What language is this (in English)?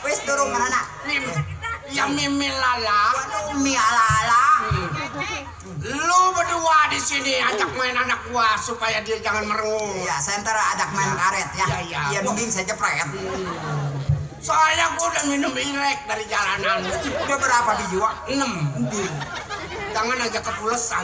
Betawi